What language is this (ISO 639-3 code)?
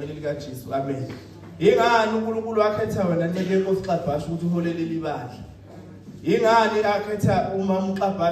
zul